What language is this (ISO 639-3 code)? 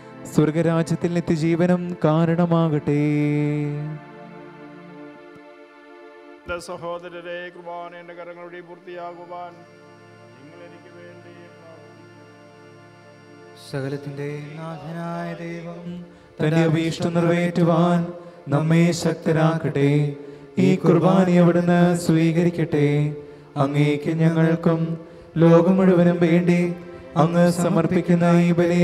mal